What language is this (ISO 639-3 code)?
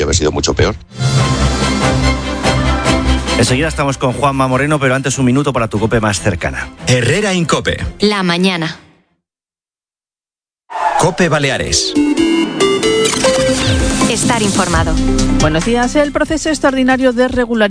spa